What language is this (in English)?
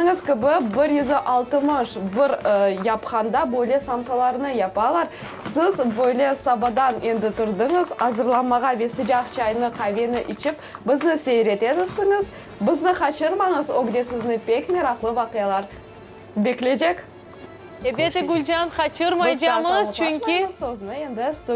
Crimean Tatar